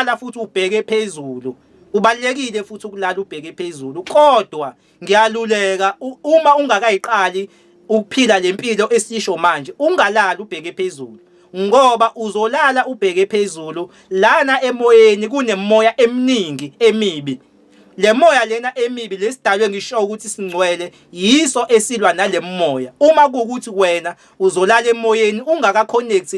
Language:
Zulu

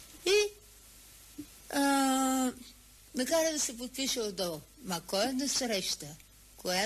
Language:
Bulgarian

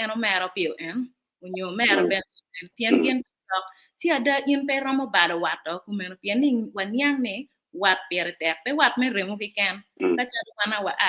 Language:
Acoli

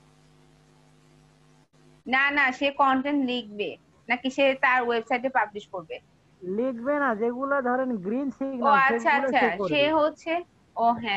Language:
Bangla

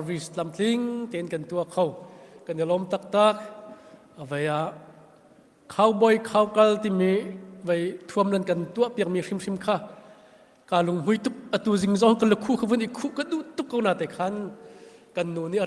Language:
Hakha Chin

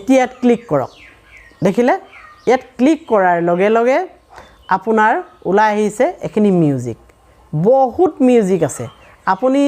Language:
Assamese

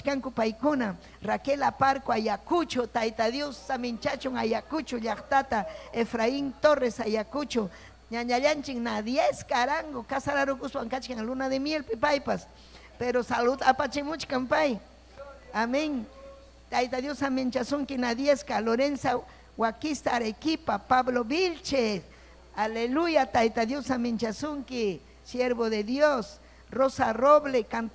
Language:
Ayacucho Quechua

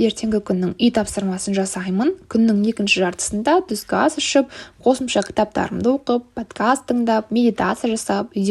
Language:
Kazakh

